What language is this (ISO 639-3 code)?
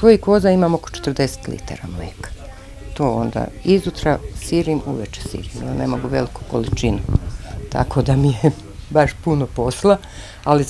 srp